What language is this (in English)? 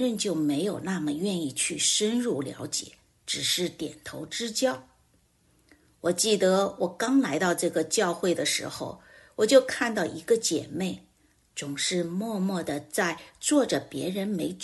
Chinese